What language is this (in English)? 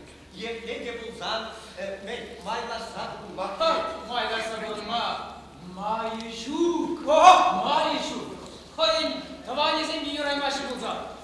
Chuvash